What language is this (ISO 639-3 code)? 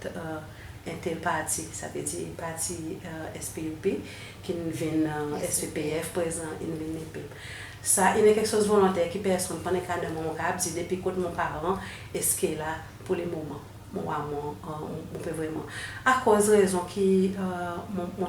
crs